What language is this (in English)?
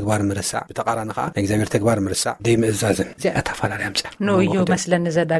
Tigrinya